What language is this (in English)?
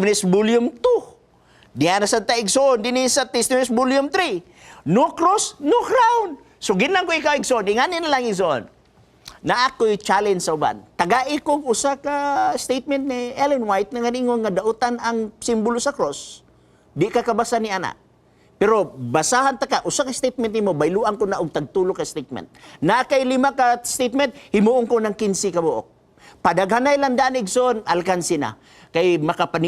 Cebuano